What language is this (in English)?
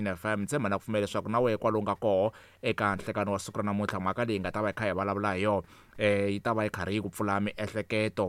Tsonga